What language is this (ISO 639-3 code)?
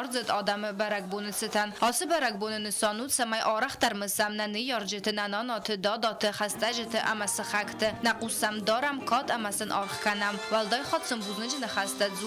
oss